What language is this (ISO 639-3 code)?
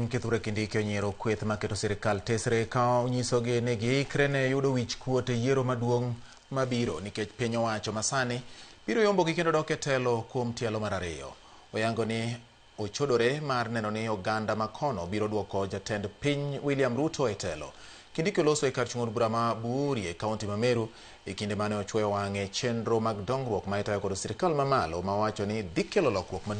luo